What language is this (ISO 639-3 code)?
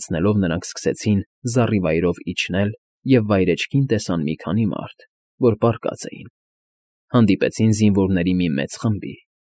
hye